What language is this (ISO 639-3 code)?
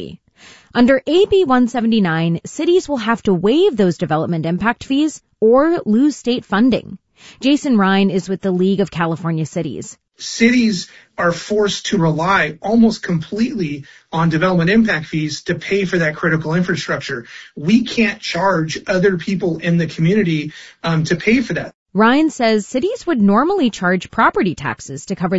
eng